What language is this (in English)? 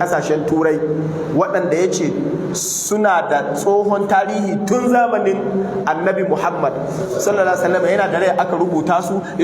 Hausa